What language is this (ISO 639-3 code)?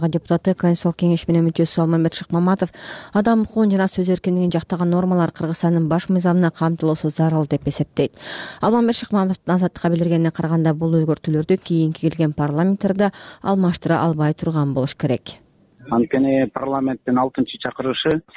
kir